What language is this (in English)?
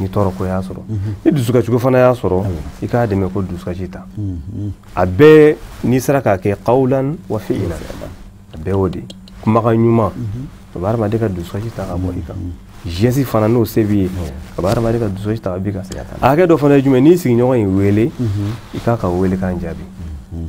Bambara